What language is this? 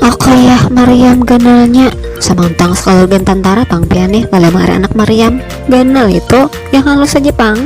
Banjar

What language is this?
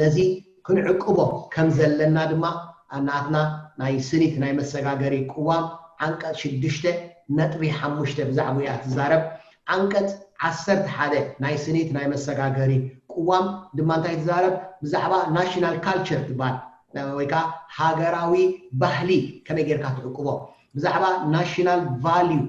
Tigrinya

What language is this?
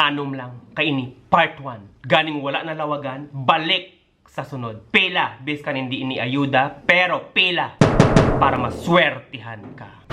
Hiligaynon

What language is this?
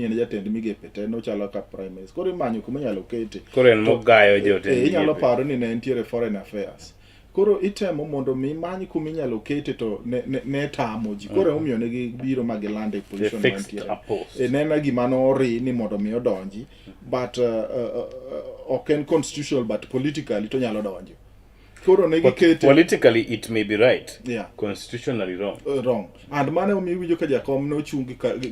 Luo (Kenya and Tanzania)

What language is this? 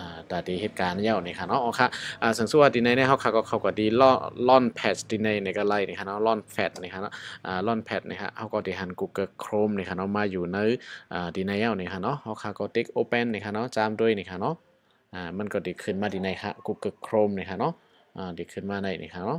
Shan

